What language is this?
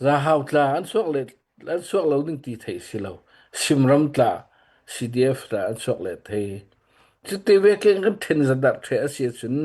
Hakha Chin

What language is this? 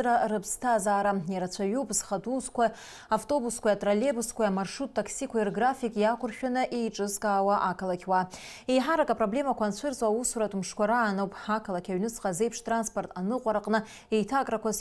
Abkhazian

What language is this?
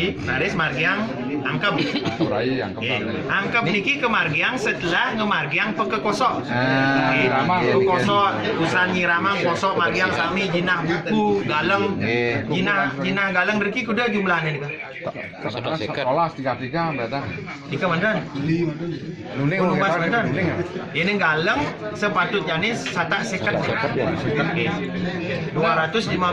Balinese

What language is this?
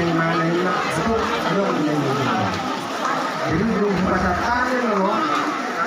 Batak Toba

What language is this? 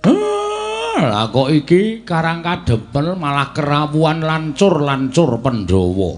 Javanese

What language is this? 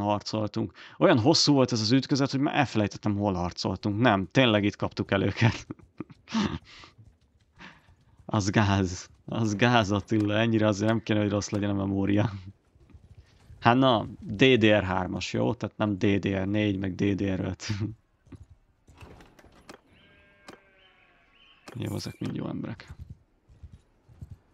Hungarian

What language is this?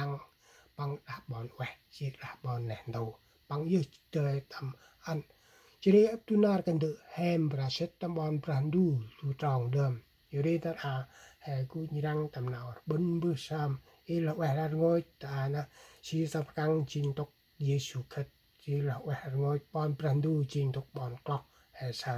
Central Mnong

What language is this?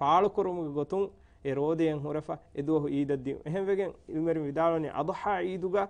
Divehi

